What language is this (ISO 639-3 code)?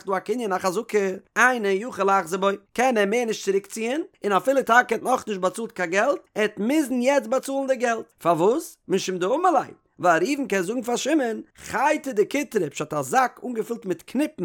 yid